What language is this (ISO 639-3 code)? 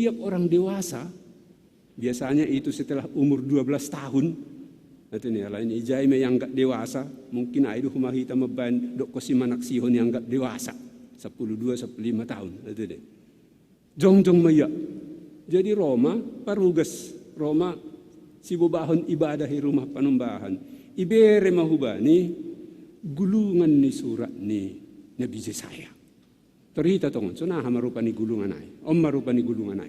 bts